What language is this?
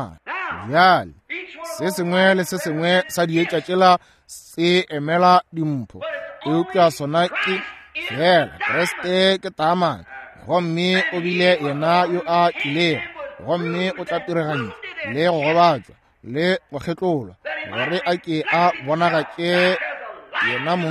Northern Sotho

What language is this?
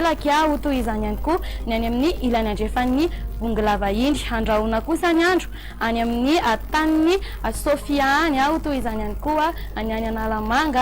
Malagasy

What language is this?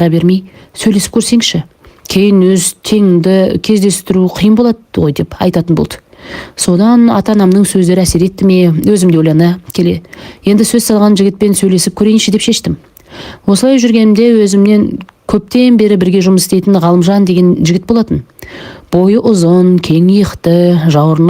Kazakh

